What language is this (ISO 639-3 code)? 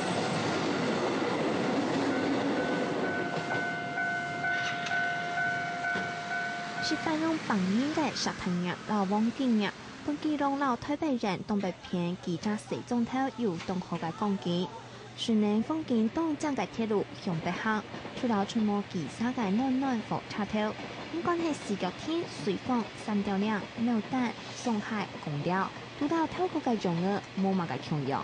hak